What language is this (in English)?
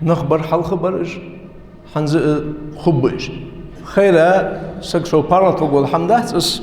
Ingush